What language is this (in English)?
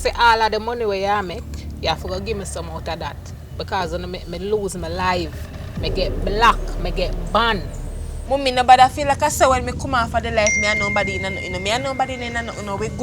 Jamaican Creole English